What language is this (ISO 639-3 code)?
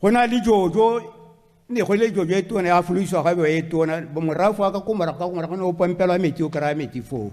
tsn